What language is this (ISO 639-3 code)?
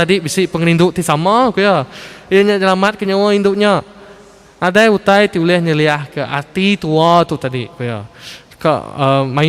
iba